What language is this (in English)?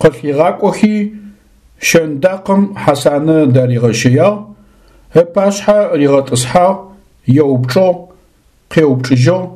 Adyghe